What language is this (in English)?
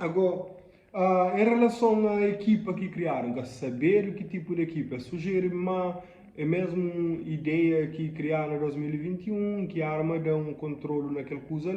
Kabuverdianu